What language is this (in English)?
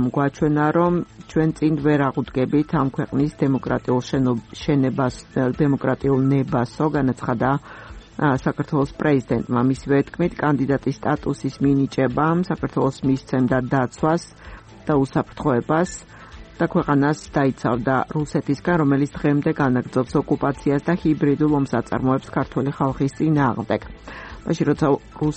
Georgian